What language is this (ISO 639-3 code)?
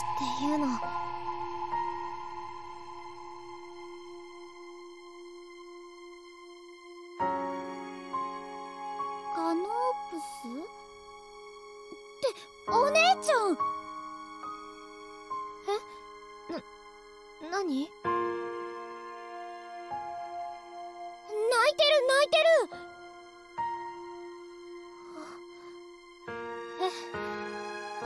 jpn